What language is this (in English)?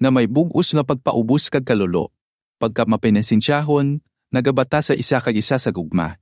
Hiligaynon